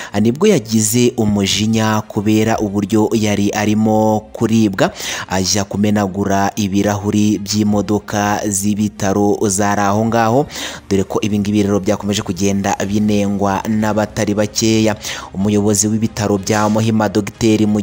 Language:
Kinyarwanda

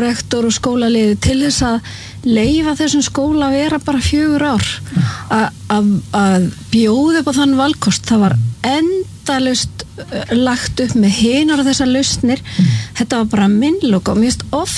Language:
Icelandic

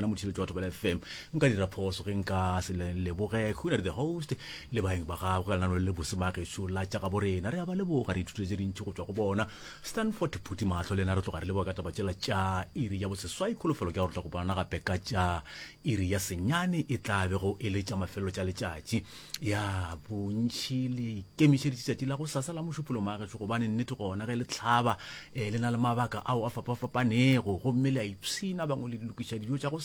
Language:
Northern Sotho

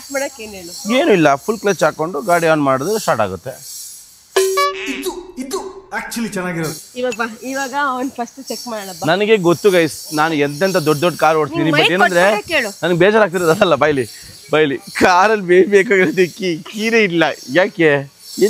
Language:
Kannada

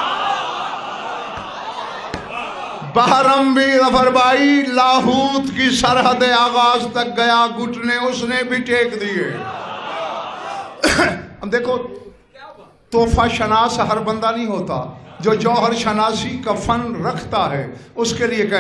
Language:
Urdu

